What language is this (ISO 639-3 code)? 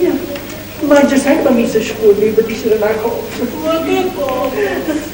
nap